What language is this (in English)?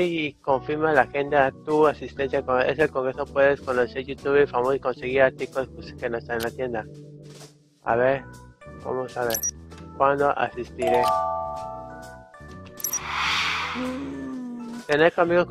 Spanish